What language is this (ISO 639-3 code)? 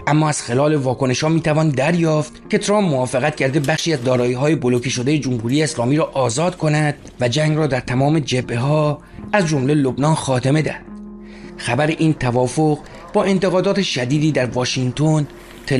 fas